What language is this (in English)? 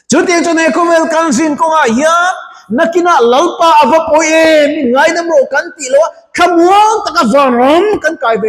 Mizo